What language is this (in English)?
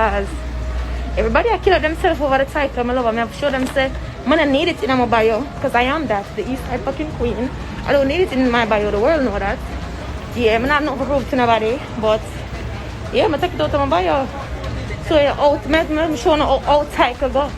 Jamaican Creole English